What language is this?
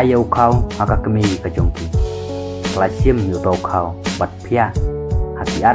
Khasi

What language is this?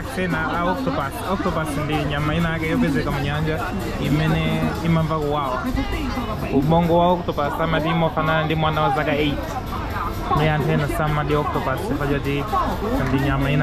Nyanja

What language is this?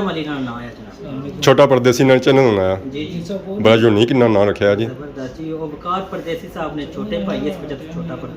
Pahari-Potwari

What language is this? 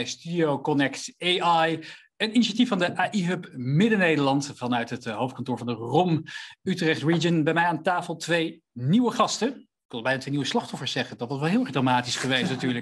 Dutch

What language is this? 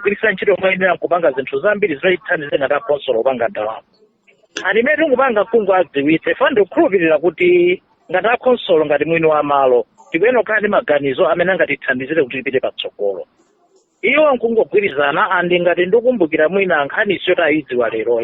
Nyanja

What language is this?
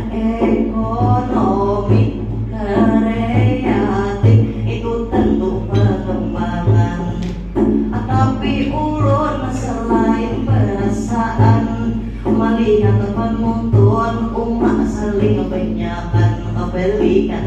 Banjar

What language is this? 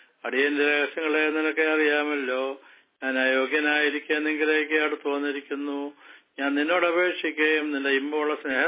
Malayalam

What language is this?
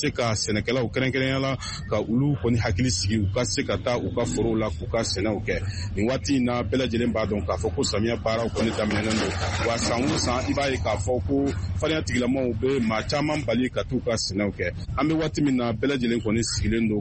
Bambara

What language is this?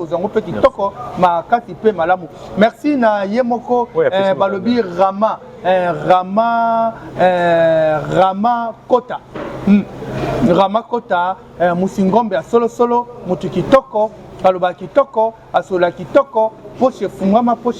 Lingala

